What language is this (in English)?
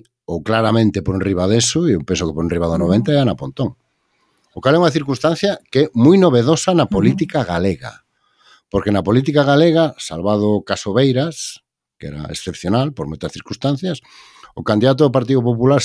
Galician